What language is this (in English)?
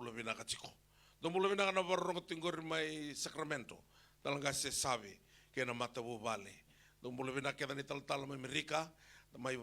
Fijian